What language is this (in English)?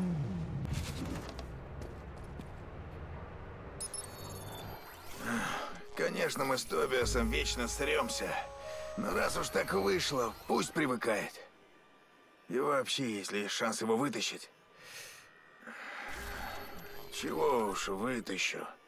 Russian